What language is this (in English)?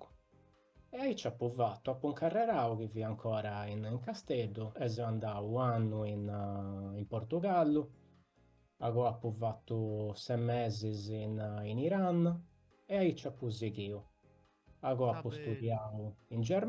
Sardinian